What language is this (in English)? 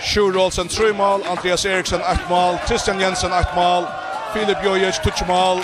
Faroese